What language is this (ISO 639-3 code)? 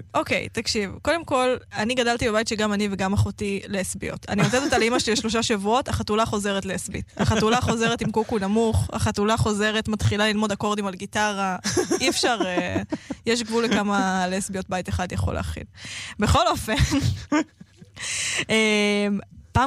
heb